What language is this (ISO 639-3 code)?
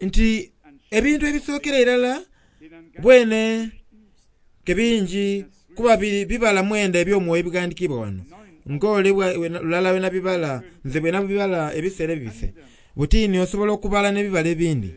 xog